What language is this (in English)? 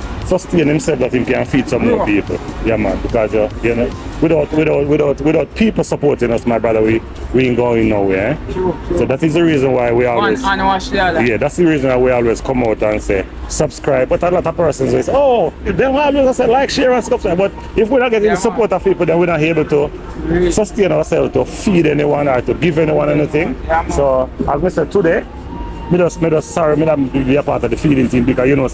Jamaican Creole English